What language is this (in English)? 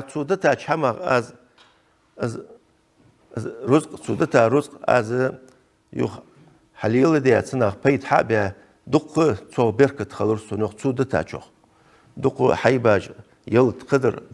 Ingush